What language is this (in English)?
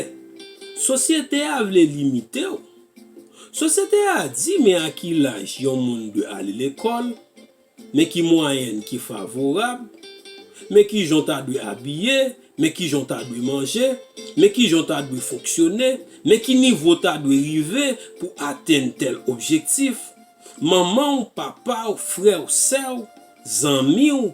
Haitian Creole